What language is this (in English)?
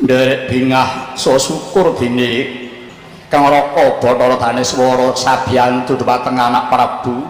Javanese